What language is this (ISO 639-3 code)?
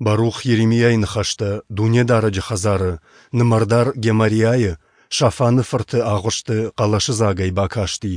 oss